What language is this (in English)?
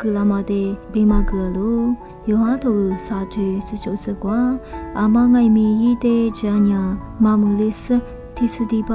Lisu